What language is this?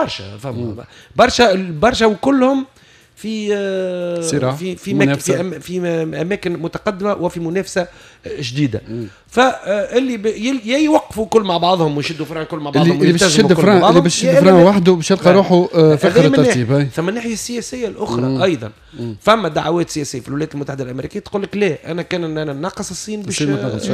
Tunisian Arabic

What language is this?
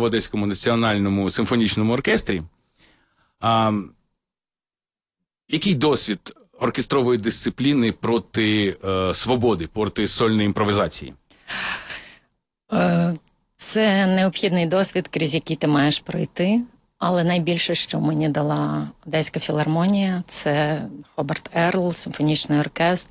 Ukrainian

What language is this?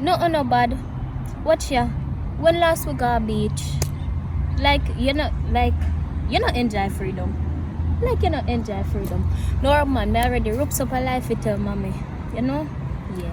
Jamaican Creole English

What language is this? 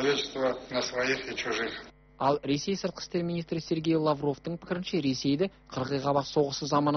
Kazakh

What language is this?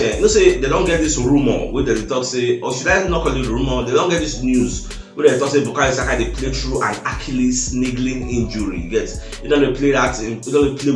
Nigerian Pidgin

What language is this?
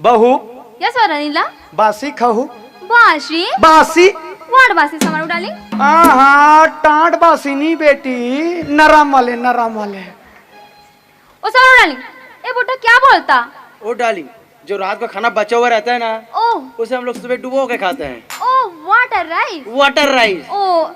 Chhattisgarhi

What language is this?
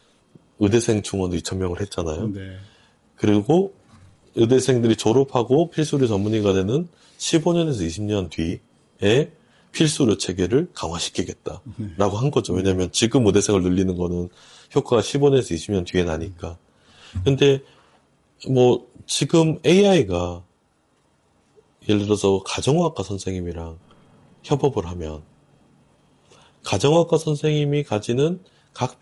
Korean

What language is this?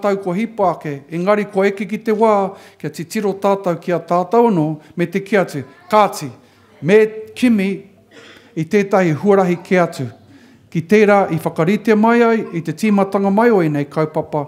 Māori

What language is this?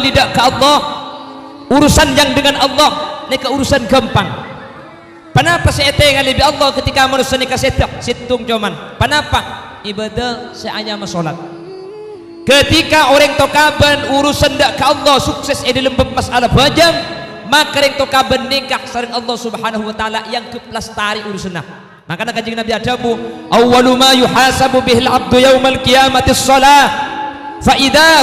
Madurese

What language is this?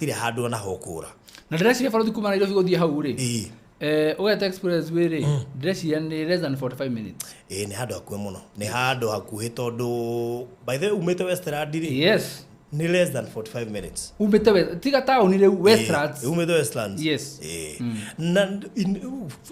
Kikuyu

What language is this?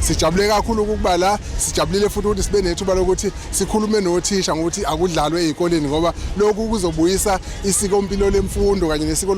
Zulu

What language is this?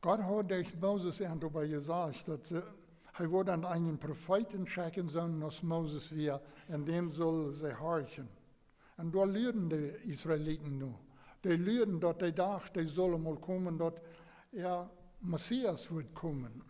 Plautdietsch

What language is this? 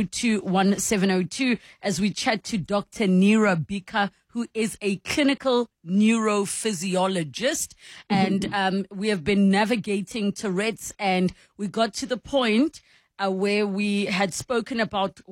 English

